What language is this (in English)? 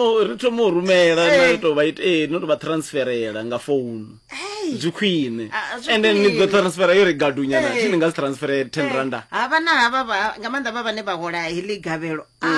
Venda